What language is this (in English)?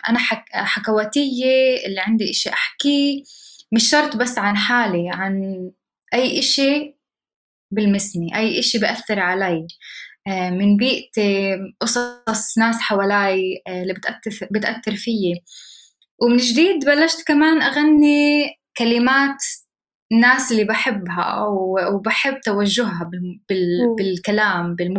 North Levantine Arabic